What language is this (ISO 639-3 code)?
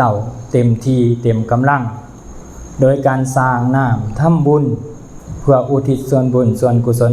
lao